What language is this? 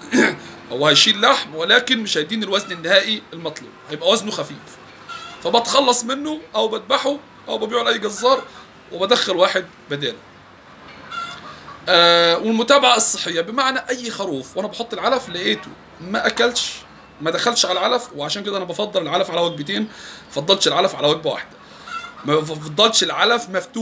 Egyptian Arabic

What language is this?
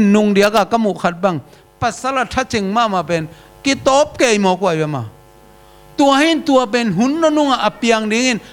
Tedim Chin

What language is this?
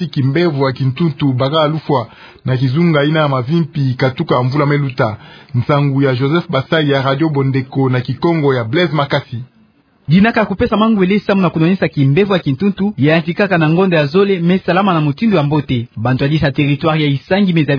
Kituba (Democratic Republic of Congo)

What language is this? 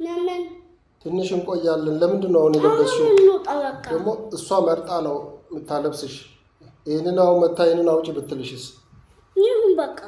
Amharic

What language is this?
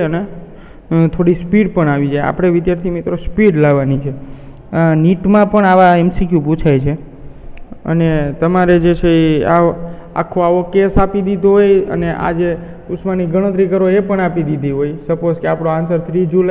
Gujarati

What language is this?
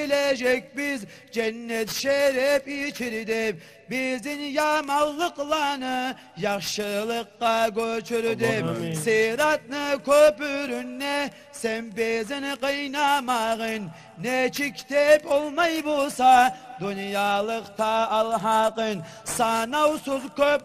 Kumyk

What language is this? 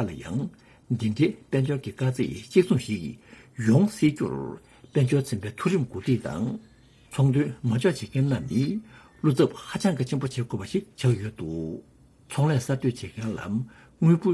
Tibetan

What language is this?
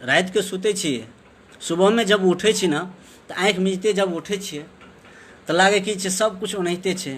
Maithili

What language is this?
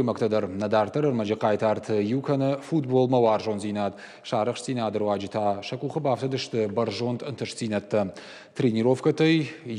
Ossetic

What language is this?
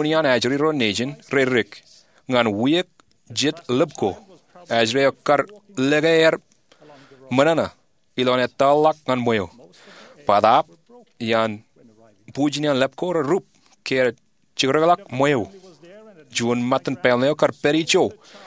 Marshallese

